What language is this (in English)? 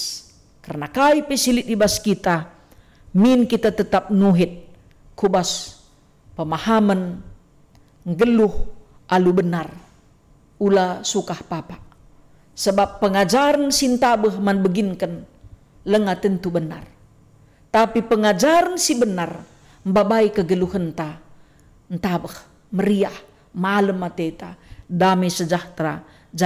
Batak Karo